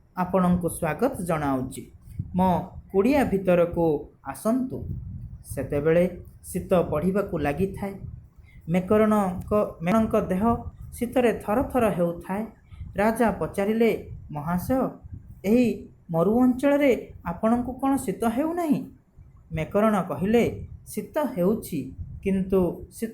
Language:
Odia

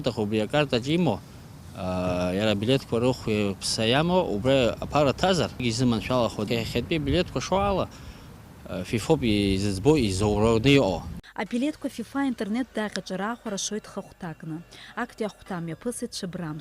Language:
Abkhazian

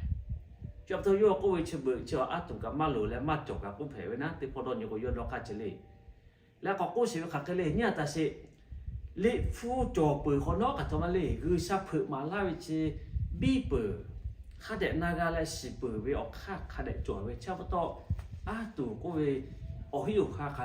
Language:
Lahu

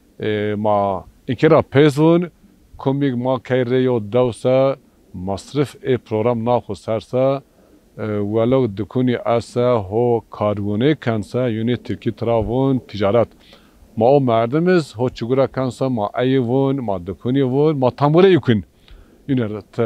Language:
Zaza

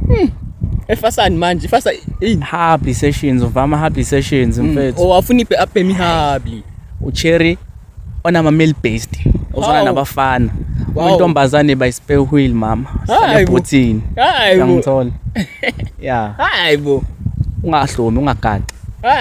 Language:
Zulu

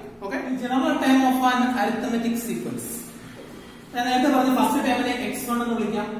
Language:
Malayalam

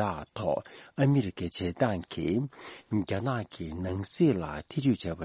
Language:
Tibetan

